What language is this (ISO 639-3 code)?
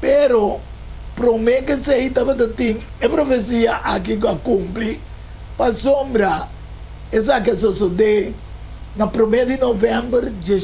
pap